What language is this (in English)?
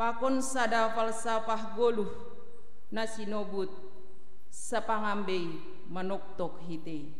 Batak Simalungun